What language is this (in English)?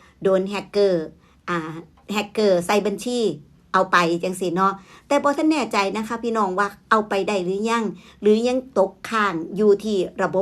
Northeastern Thai